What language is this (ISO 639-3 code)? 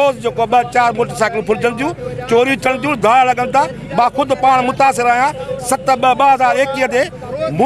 snd